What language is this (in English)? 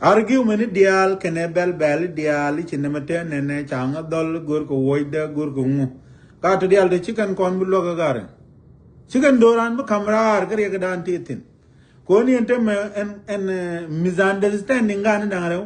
Nuer